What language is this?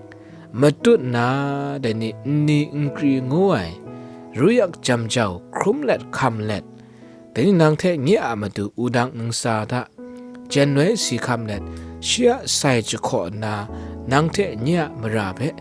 Kachin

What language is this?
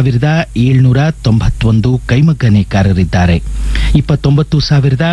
Kannada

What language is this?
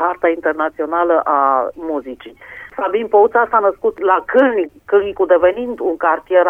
Romanian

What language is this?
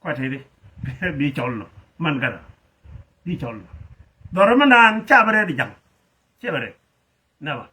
Nuer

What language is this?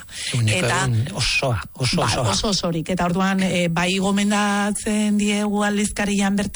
Basque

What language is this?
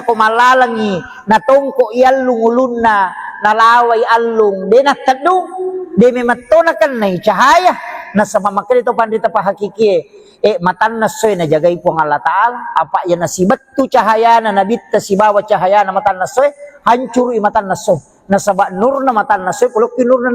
Buginese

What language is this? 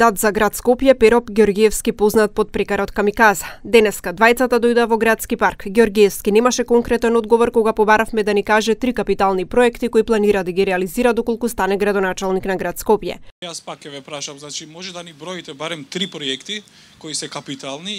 Macedonian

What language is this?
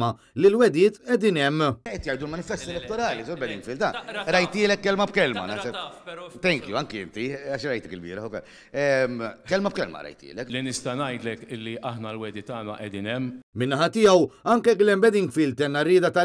Maltese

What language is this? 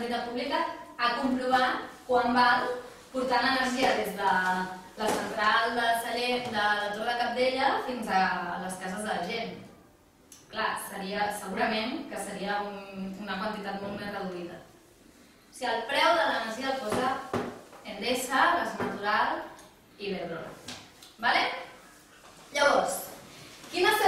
Catalan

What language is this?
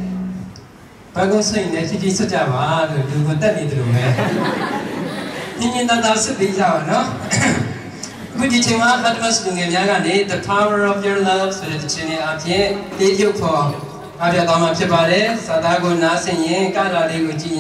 Burmese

